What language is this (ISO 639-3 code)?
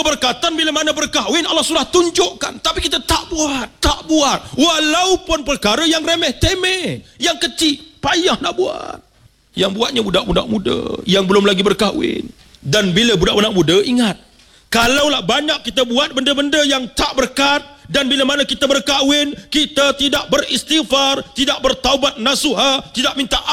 msa